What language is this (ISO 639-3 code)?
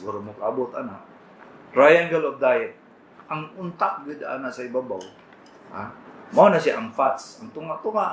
ceb